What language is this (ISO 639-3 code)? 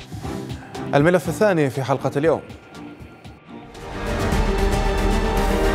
ara